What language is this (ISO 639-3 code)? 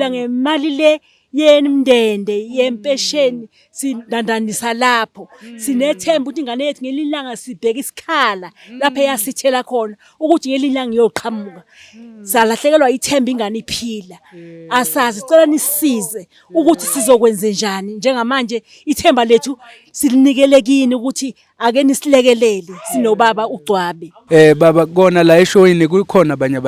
zul